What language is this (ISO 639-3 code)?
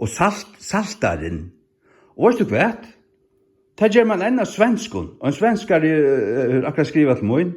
fao